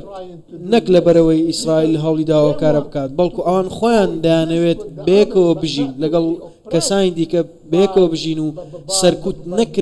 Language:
Central Kurdish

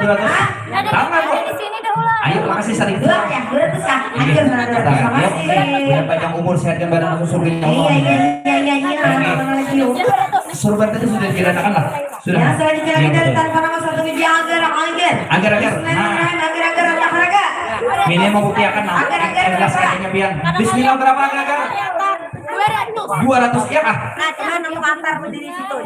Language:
Banjar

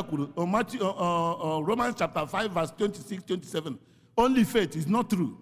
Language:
Igbo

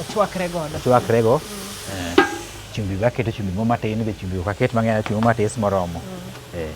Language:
Luo (Kenya and Tanzania)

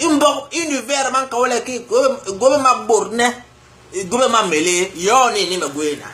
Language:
Basaa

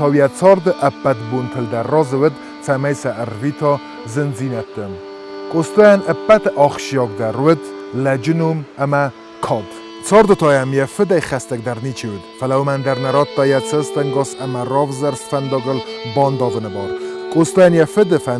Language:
Ossetic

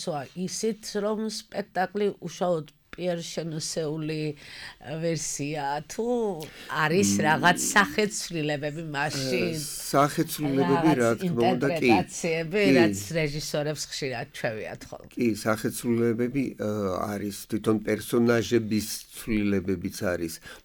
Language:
Georgian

